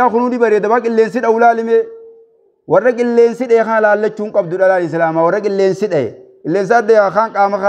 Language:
Oromo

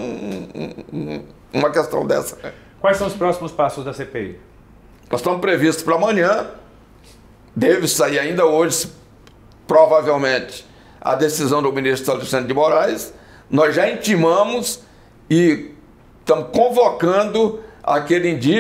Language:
Portuguese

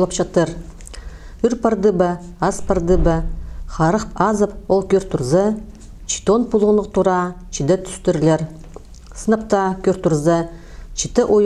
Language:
Khakas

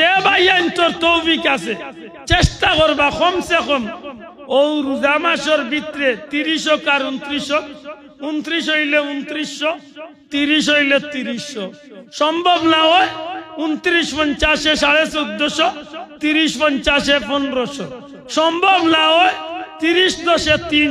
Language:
Sylheti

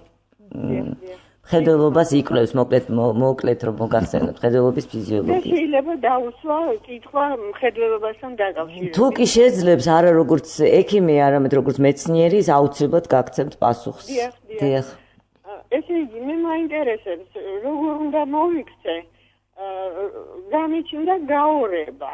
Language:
Georgian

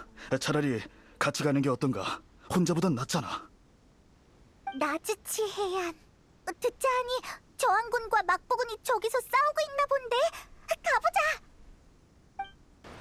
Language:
Korean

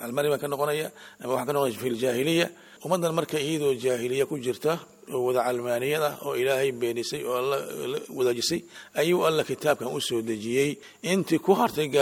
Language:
Somali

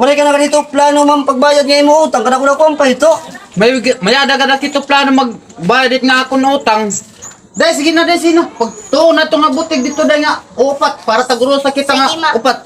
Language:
Waray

